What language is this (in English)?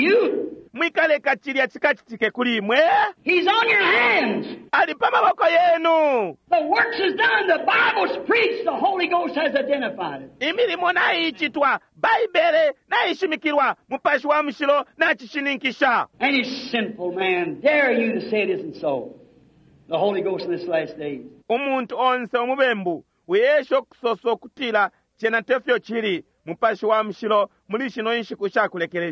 Bemba